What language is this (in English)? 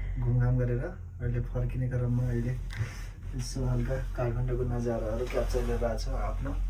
Nepali